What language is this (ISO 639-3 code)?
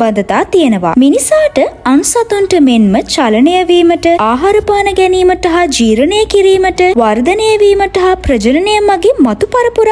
sin